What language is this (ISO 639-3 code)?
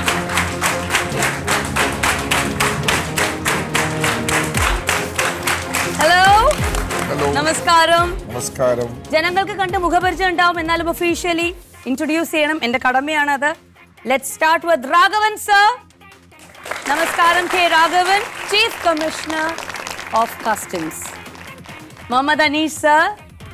mal